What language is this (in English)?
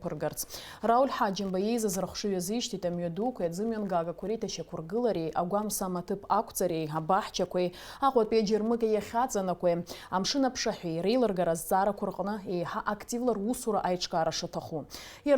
Abkhazian